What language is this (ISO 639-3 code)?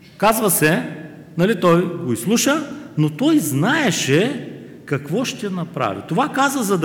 bul